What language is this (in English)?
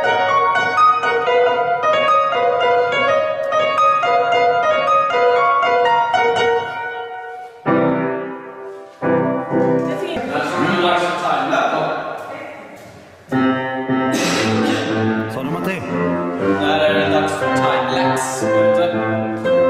Swedish